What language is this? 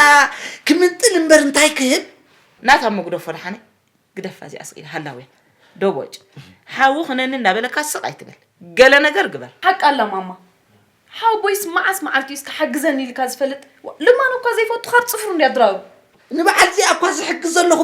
Tigrinya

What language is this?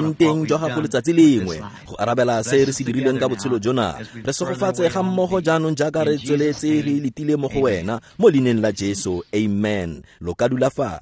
Tswana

